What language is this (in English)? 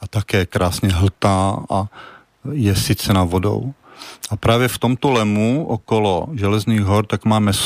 Czech